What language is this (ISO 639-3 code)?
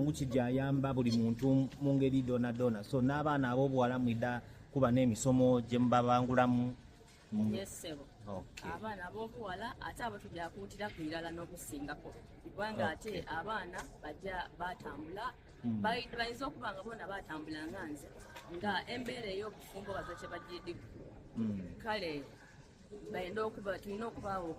xog